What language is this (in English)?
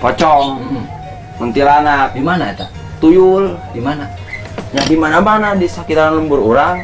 Sundanese